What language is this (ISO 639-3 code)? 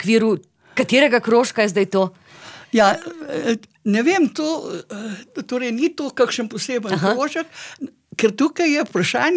slv